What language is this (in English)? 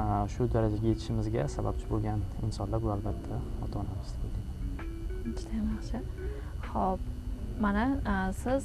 Uzbek